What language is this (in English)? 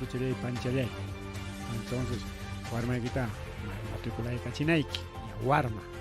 Ayacucho Quechua